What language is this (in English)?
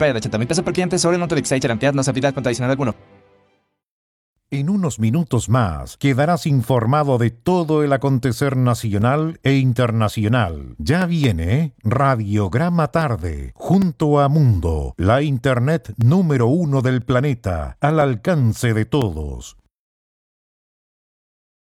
Spanish